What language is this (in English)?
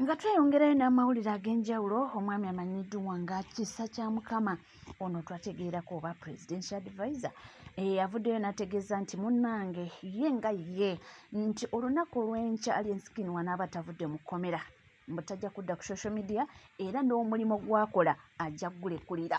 Ganda